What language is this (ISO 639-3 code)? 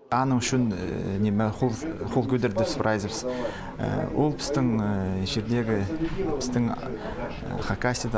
kjh